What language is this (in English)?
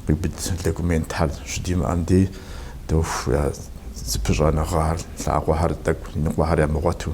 Kabardian